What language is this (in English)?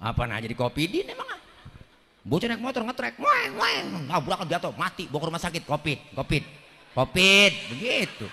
Betawi